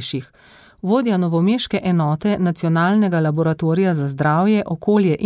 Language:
Slovenian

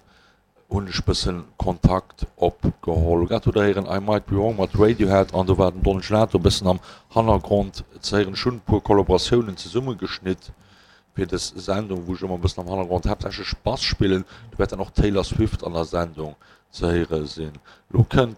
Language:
Luxembourgish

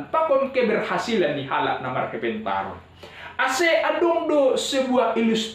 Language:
Batak Simalungun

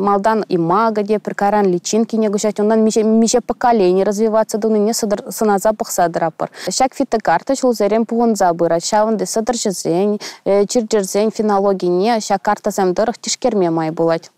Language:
Chuvash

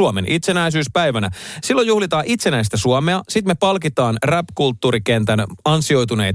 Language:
Finnish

